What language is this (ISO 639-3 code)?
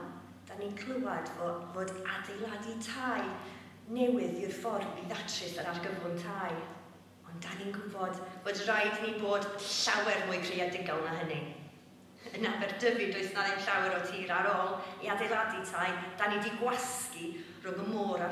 cym